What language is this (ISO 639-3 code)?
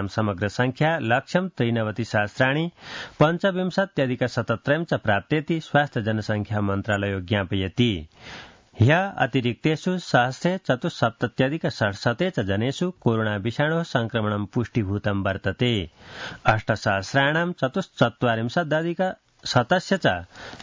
san